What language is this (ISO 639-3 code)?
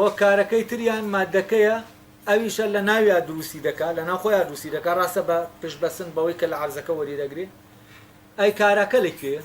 ckb